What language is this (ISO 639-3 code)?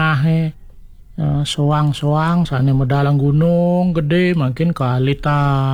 ban